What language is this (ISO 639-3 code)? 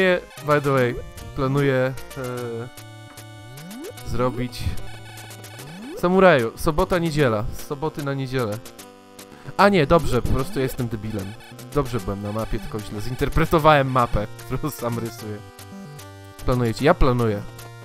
pol